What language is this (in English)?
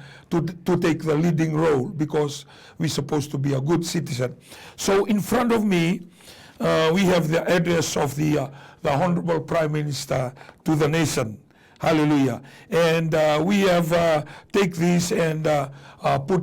Fijian